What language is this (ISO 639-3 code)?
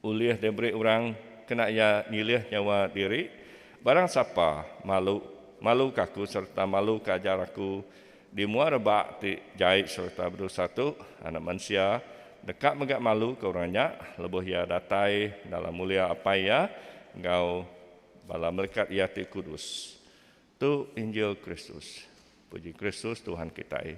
iba